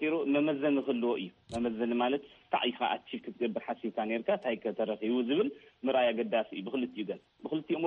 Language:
Tigrinya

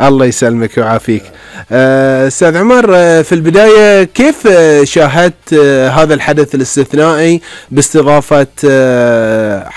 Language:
Gulf Arabic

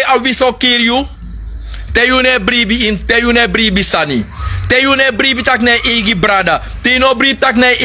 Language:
Sranan Tongo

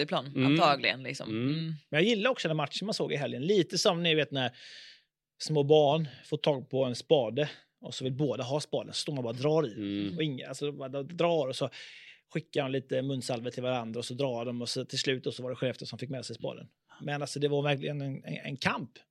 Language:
Swedish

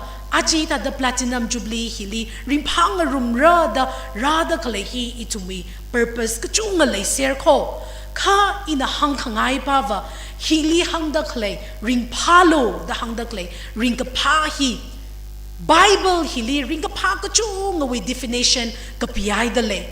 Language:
Tangkhul Naga (India)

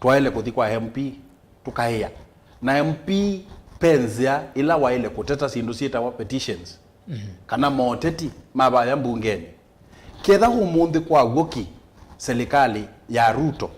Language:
Kamba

